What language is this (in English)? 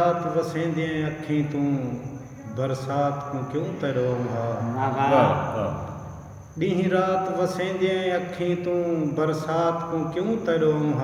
Saraiki